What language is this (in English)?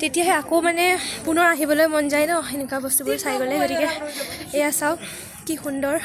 Assamese